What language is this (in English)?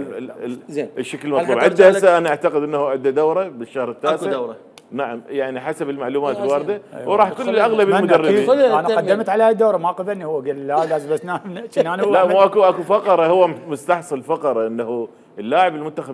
Mesopotamian Arabic